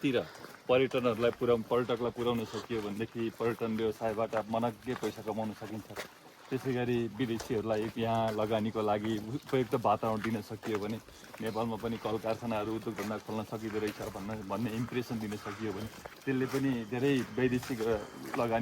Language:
Nepali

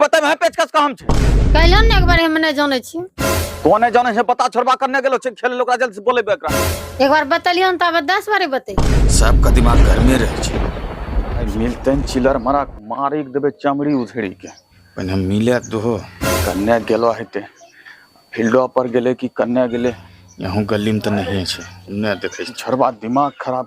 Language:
Angika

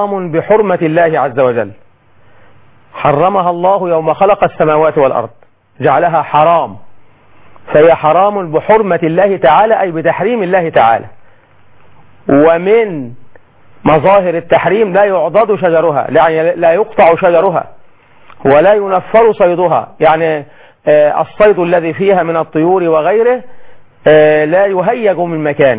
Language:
Arabic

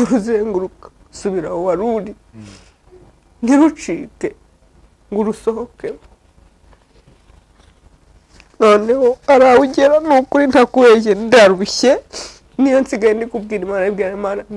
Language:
Kinyarwanda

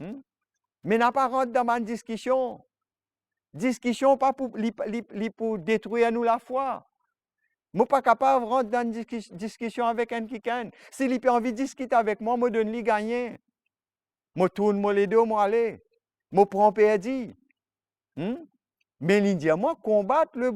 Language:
Morisyen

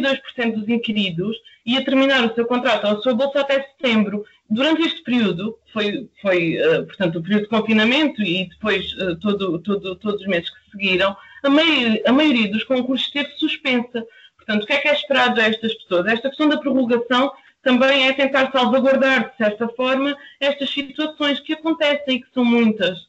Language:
Portuguese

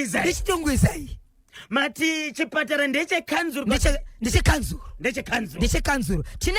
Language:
Shona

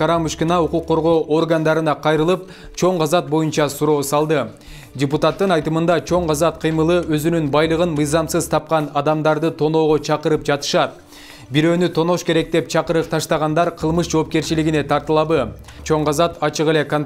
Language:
Kyrgyz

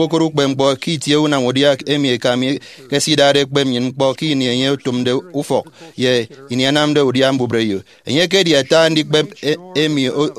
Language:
Efik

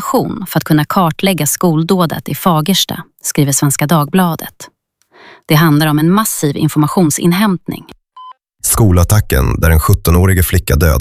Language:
Swedish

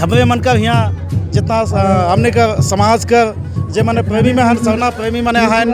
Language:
Sadri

